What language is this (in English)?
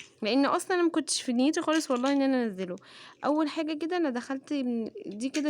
Egyptian Arabic